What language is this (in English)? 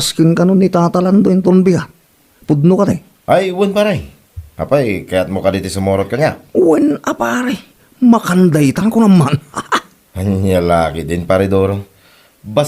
Iloko